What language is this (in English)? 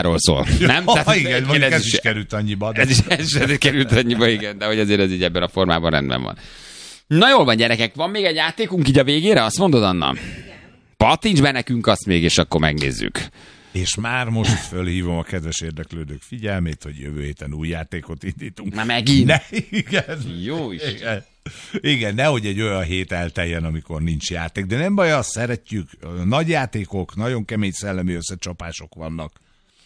Hungarian